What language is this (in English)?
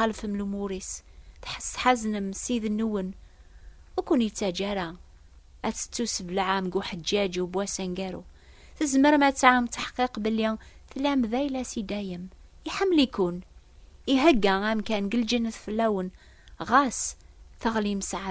Kabyle